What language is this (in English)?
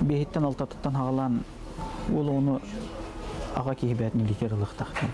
Yakut